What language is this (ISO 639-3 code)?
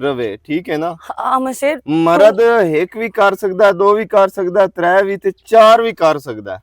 lah